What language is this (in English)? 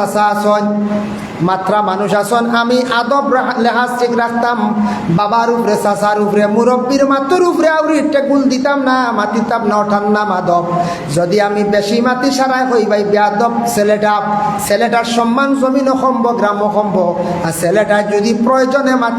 Sylheti